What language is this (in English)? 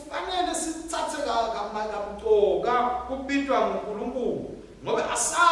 Swati